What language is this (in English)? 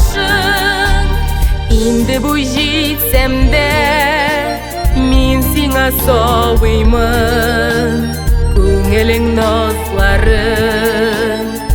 Tatar